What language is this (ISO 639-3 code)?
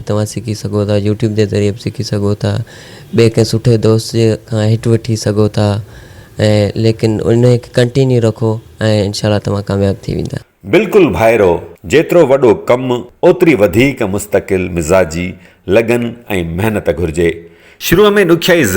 snd